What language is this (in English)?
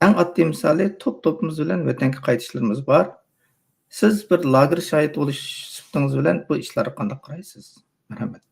Uyghur